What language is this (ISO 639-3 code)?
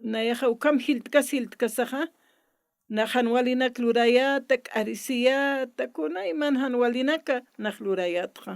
aym